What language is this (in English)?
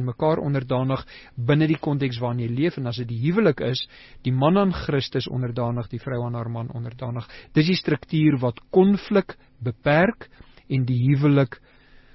Afrikaans